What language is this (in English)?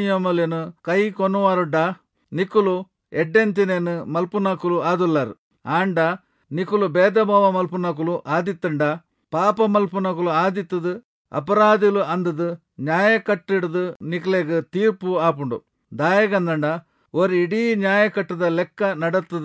Tulu